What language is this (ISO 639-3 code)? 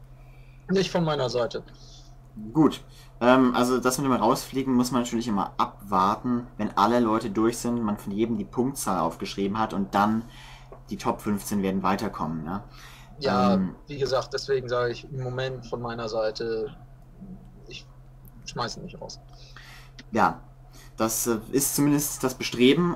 deu